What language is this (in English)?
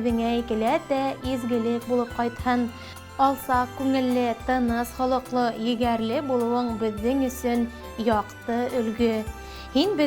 Bashkir